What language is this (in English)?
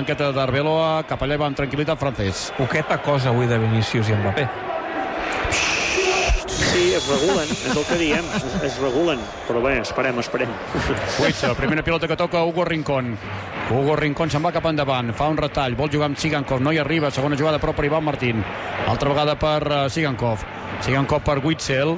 Catalan